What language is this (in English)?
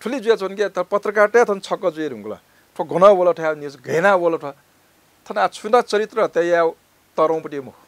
Newari